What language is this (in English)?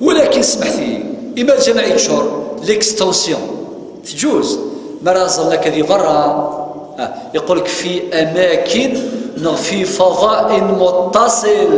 Kabyle